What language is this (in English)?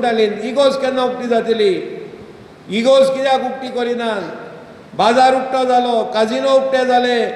Konkani